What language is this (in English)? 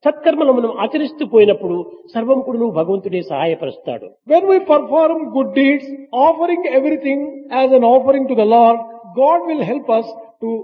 Telugu